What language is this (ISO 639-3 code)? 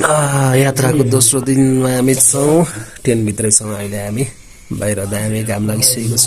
nep